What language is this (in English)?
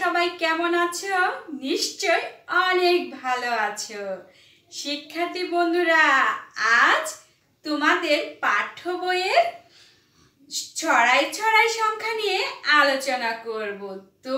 Bangla